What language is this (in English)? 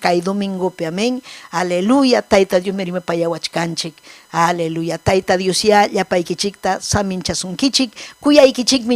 Ayacucho Quechua